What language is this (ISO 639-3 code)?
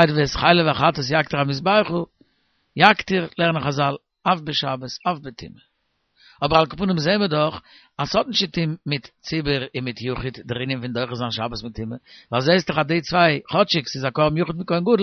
yid